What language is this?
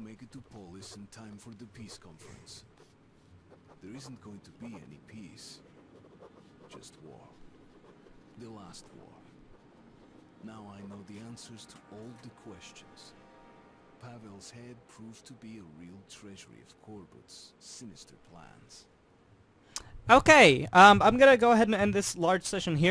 English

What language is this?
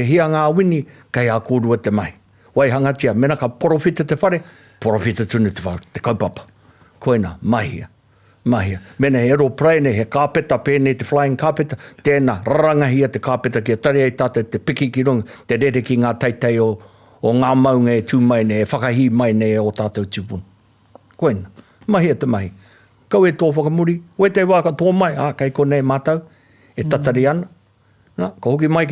Māori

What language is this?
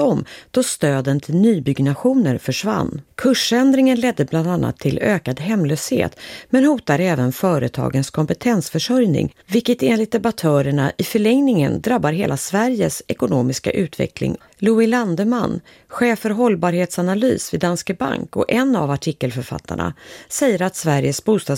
Swedish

